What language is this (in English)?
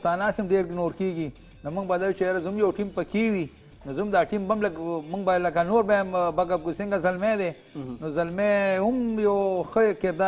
Pashto